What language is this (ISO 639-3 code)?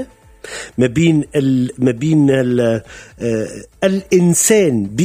aeb